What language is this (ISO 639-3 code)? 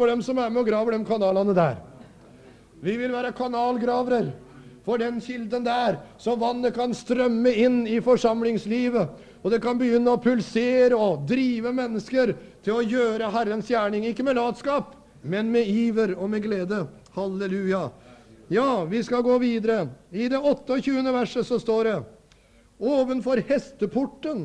nor